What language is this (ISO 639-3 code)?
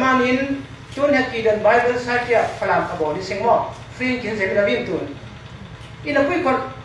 cfm